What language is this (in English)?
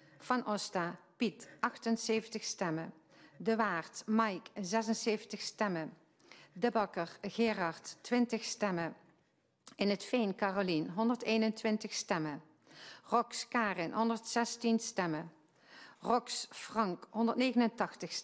Dutch